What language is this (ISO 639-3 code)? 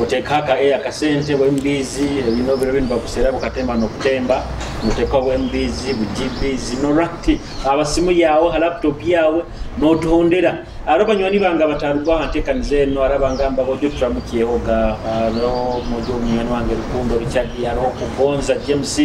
nyo